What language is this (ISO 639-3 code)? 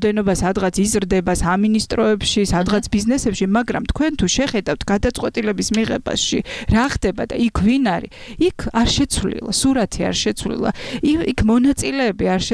kat